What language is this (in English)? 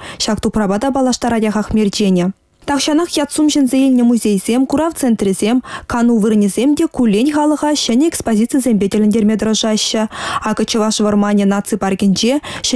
Chuvash